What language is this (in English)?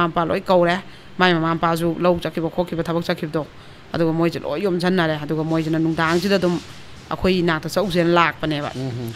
Manipuri